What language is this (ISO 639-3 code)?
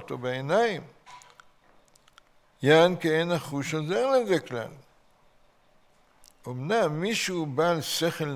heb